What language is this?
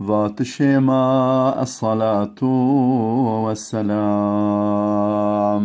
Zaza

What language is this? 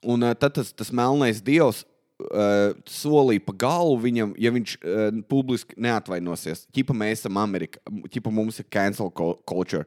Latvian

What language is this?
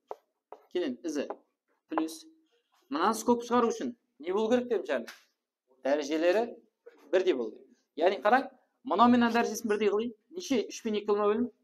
Kara-Kalpak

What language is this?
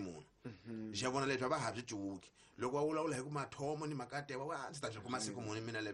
Tsonga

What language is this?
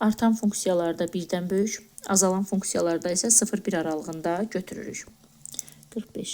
Azerbaijani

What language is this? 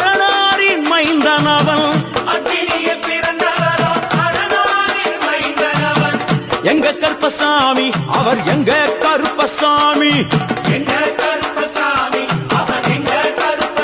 Tamil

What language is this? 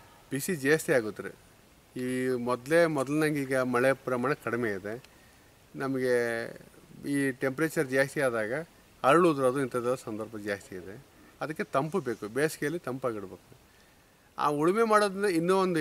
Kannada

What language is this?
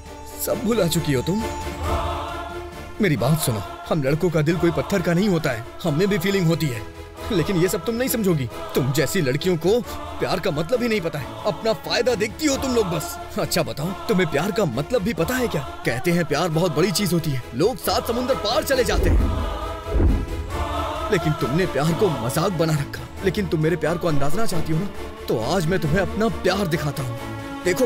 Hindi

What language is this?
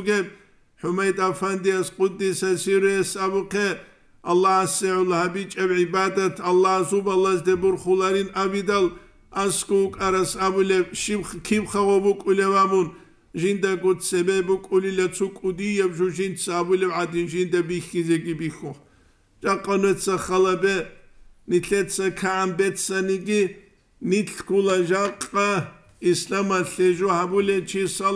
Avaric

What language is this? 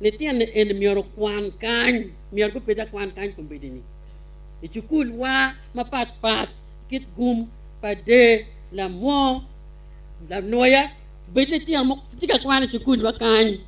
Acoli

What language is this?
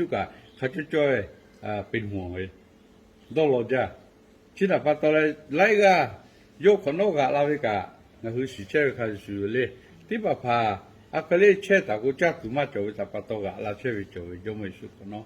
Lahu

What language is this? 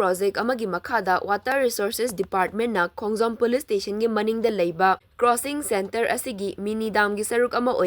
Manipuri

